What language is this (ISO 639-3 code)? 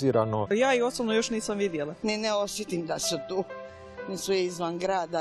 hrv